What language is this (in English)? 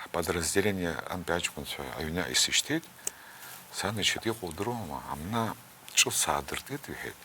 Abkhazian